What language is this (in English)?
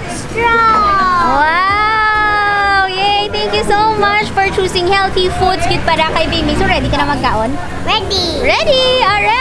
Hiligaynon